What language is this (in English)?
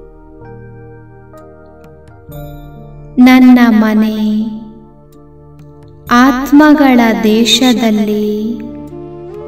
Kannada